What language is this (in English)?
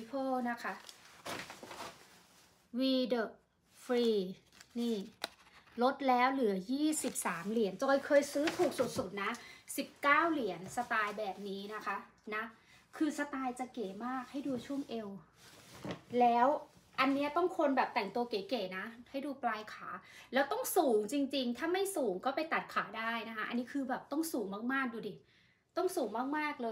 Thai